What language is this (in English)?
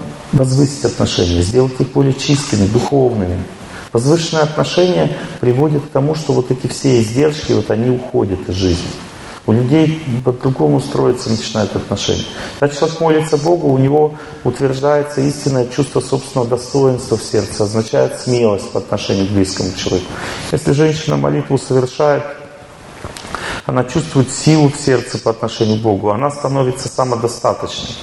Russian